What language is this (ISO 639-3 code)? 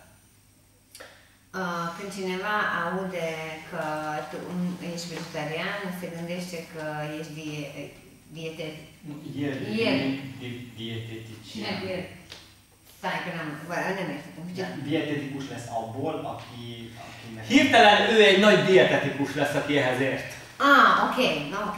hun